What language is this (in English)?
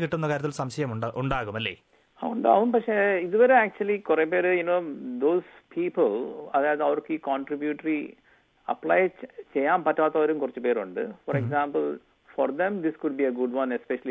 Malayalam